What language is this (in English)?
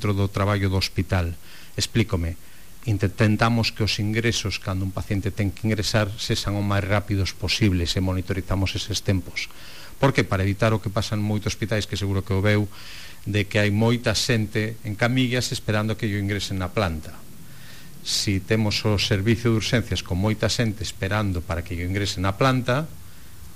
Galician